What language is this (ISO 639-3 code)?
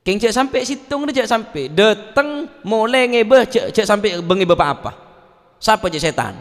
mad